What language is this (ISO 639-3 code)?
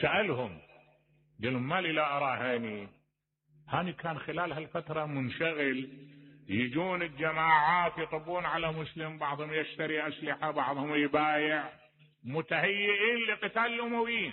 acm